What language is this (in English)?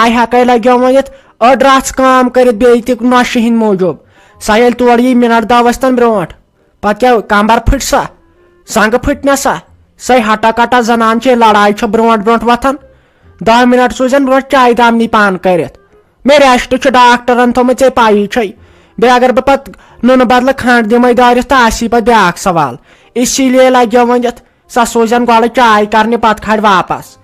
Kashmiri